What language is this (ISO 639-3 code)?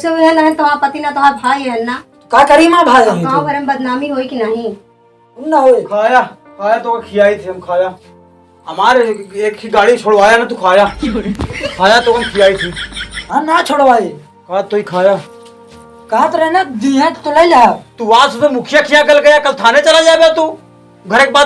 awa